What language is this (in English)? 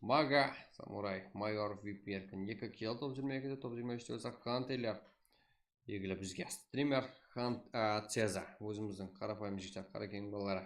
Kara-Kalpak